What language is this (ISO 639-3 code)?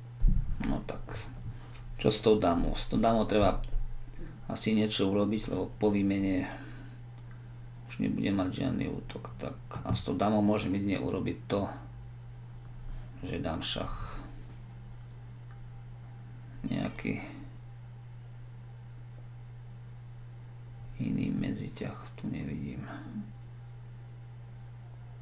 slk